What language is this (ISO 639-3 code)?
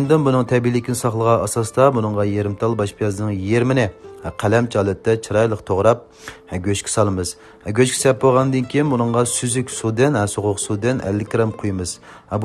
uig